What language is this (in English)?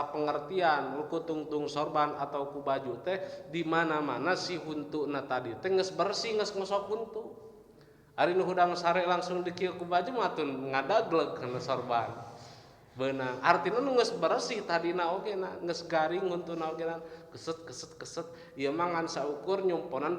Sundanese